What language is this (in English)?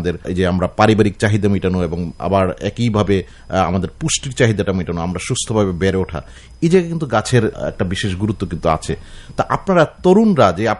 Bangla